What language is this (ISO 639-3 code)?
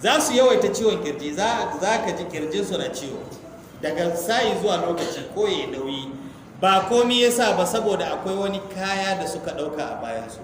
hau